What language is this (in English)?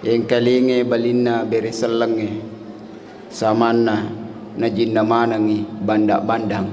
Buginese